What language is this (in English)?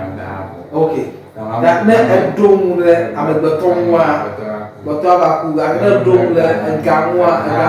Ewe